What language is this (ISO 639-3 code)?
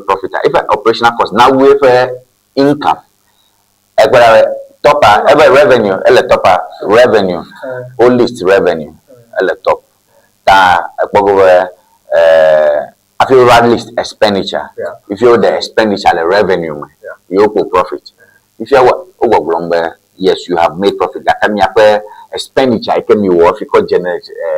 ewe